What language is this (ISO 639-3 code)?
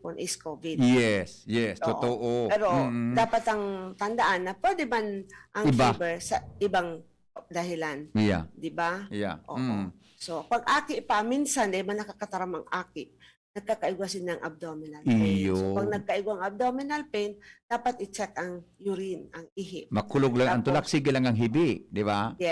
bik